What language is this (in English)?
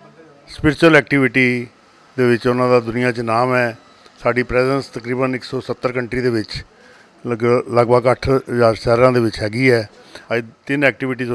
Punjabi